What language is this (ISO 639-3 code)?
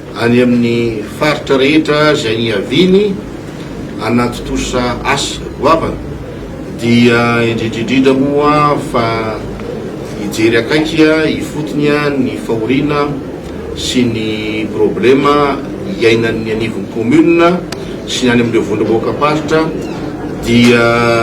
mlg